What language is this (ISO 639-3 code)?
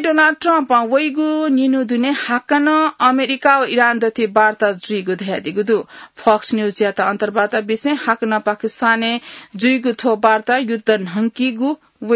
new